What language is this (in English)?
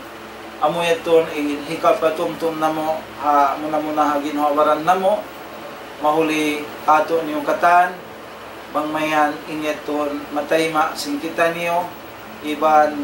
Tausug